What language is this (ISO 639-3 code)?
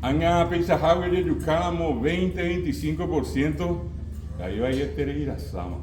grn